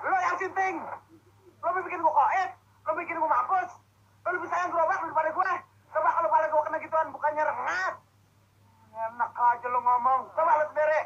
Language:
Betawi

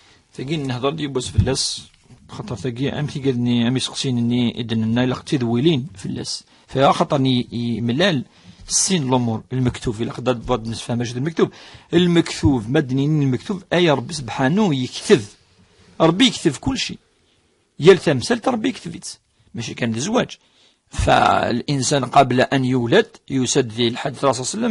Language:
Kabyle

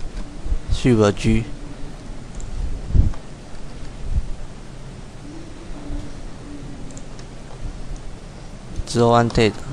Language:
Chinese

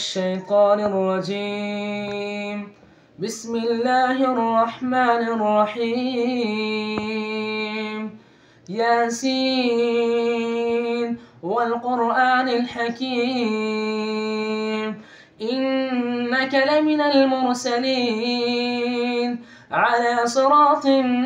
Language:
Arabic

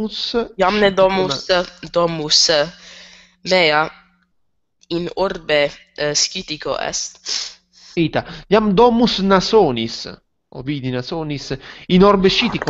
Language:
Latin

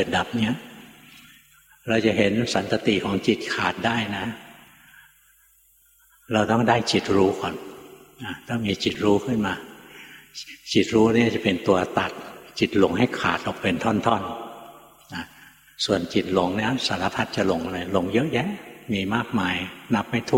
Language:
Thai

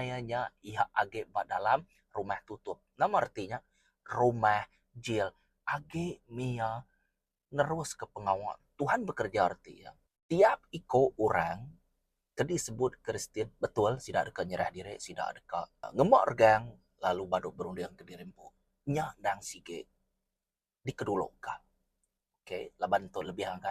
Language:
Iban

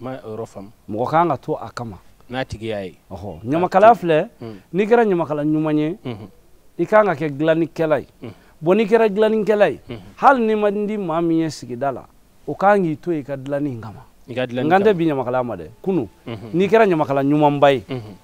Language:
Bambara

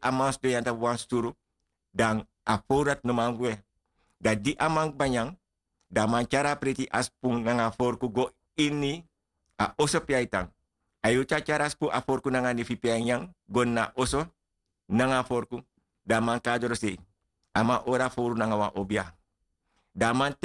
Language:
Sranan Tongo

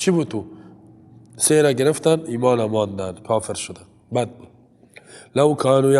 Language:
Persian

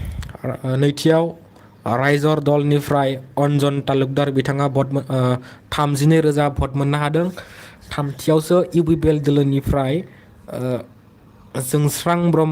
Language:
Bodo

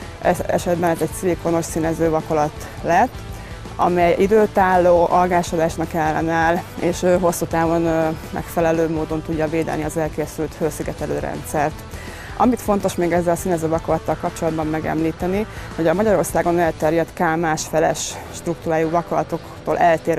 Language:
Hungarian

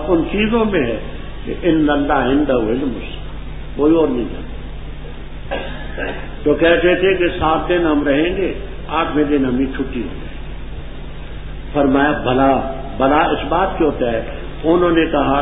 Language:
Urdu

